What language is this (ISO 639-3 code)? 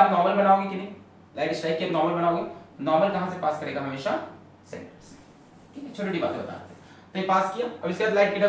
hin